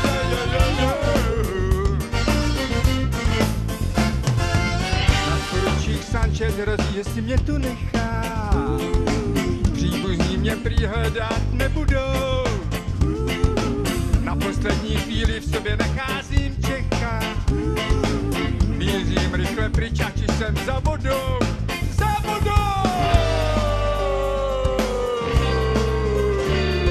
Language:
Czech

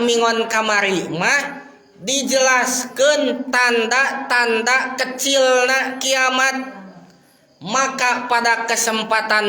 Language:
Sundanese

